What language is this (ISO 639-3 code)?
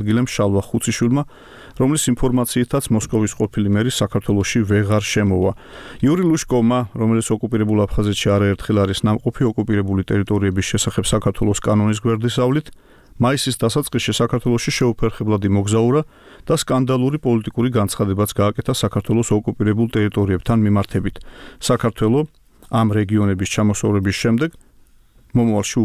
kat